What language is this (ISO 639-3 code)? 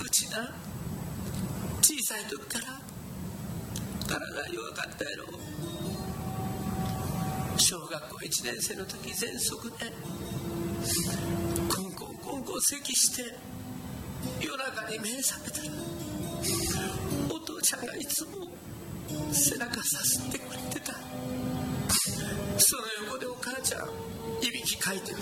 jpn